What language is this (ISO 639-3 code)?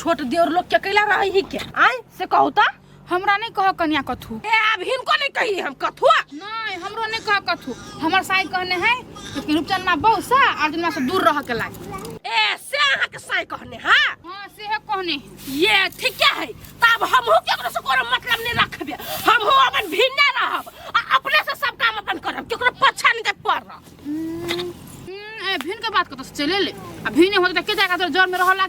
mai